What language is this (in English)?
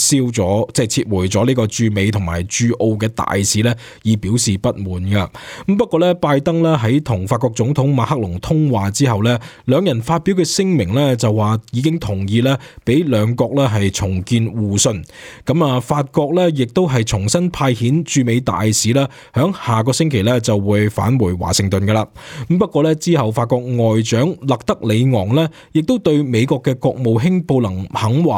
Cantonese